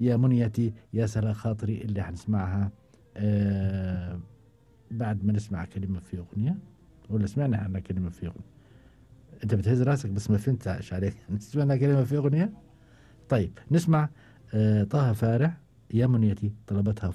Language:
Gulf Arabic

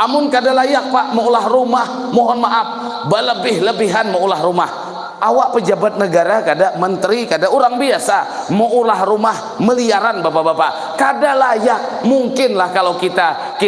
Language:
Banjar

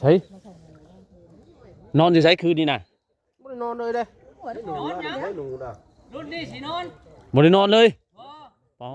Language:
Northeastern Thai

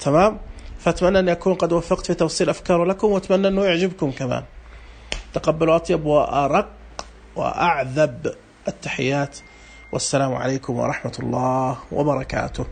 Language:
Najdi Arabic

